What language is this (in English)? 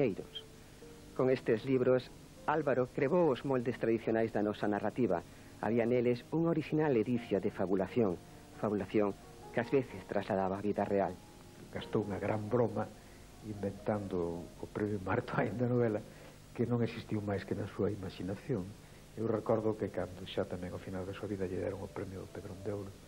Galician